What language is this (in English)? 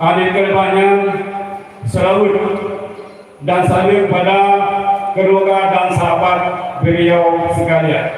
Achinese